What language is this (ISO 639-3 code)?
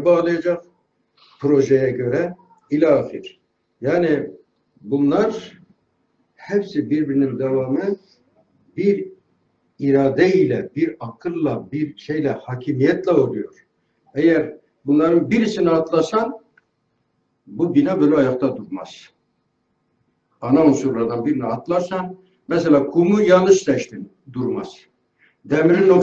tur